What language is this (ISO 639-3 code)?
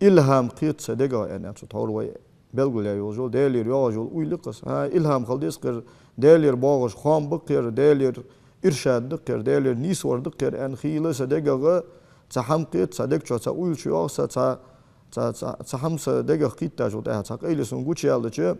inh